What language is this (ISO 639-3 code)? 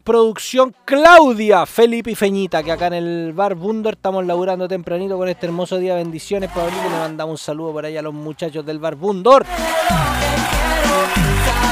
spa